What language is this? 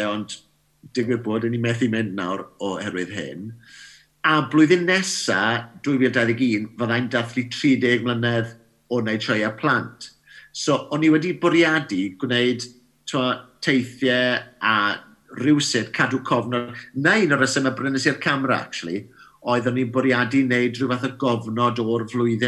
Welsh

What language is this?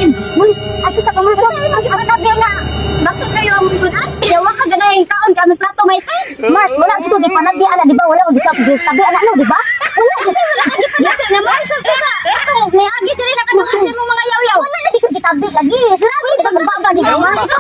Cebuano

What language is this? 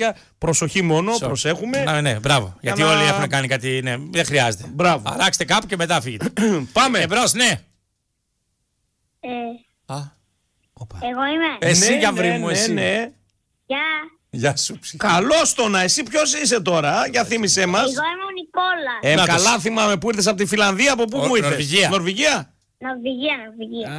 Greek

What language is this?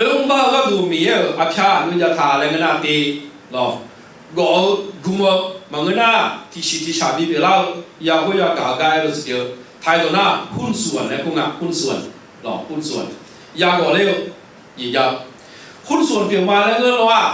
Akha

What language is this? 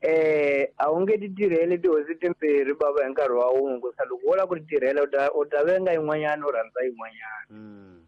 Tsonga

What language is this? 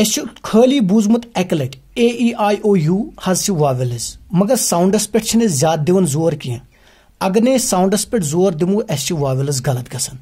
Kashmiri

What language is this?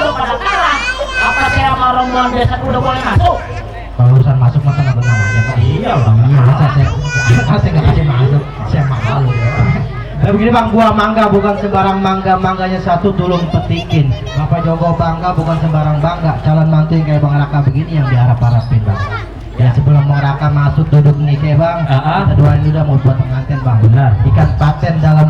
Betawi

